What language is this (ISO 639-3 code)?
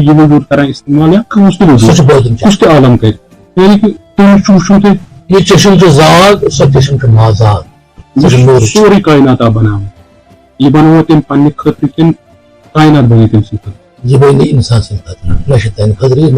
kas